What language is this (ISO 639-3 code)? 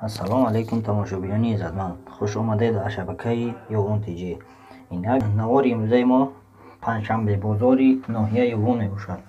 tgk